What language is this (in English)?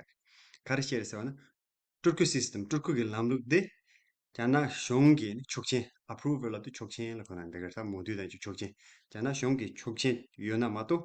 Tibetan